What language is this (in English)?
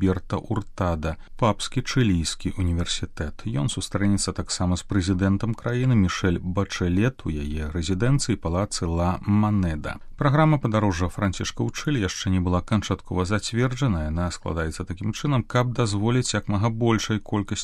Belarusian